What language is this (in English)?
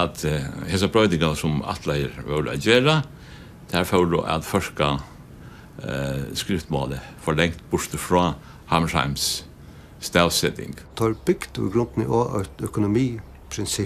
Faroese